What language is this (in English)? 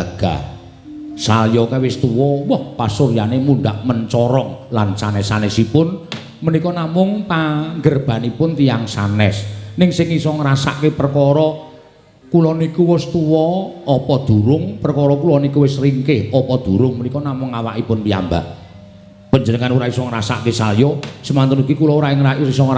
Javanese